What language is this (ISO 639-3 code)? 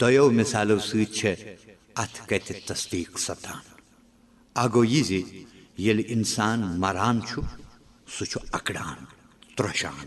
kas